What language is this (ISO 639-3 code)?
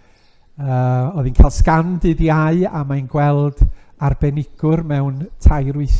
cym